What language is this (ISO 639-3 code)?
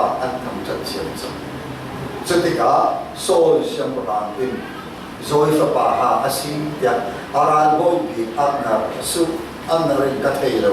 cfm